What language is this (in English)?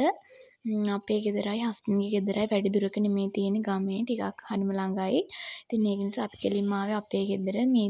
Sinhala